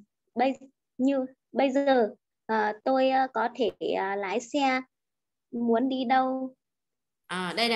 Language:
Vietnamese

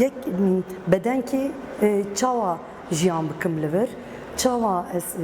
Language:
Kurdish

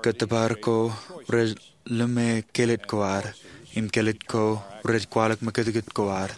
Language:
Marshallese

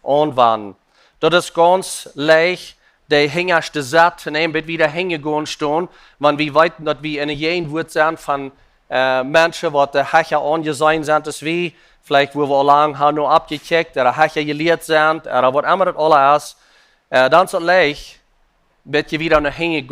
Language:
Plautdietsch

